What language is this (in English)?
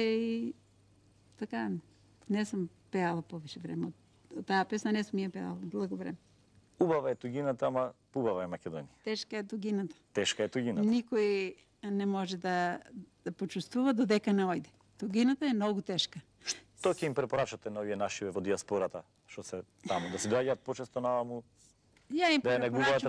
Macedonian